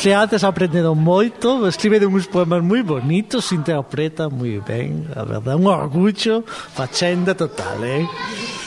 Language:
Galician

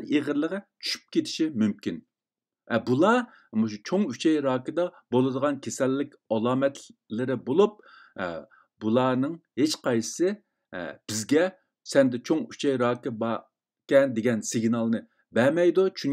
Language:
Uyghur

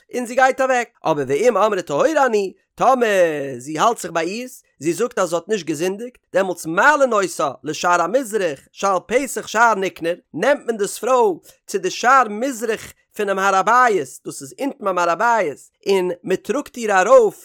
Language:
Yiddish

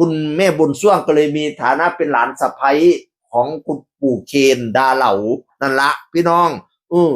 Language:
Northeastern Thai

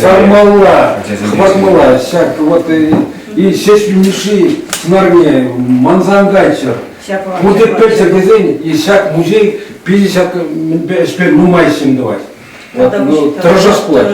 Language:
Chuvash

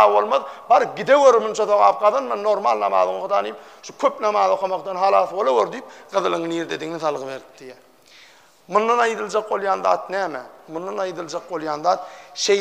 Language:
Turkmen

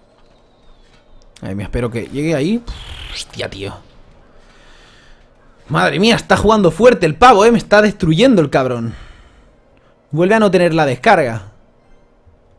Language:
Spanish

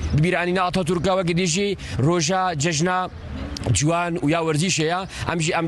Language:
Kurdish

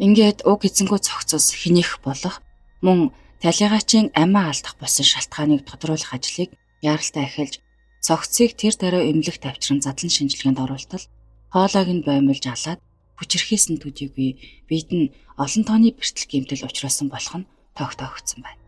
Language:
Mongolian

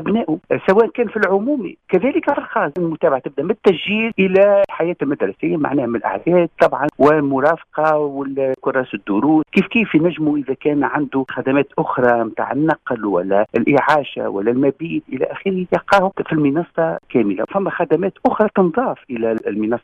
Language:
Tunisian Arabic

